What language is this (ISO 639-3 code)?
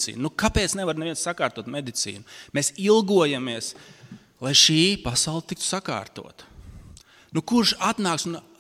lav